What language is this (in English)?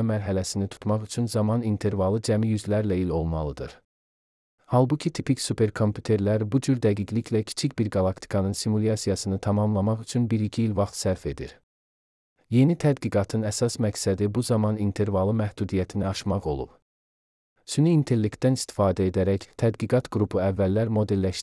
Azerbaijani